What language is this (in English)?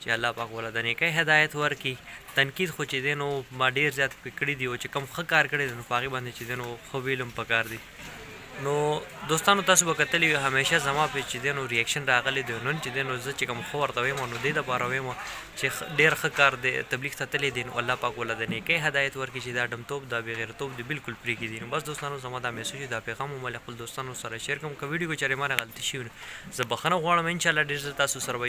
Pashto